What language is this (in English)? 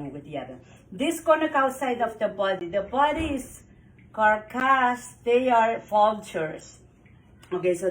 Pohnpeian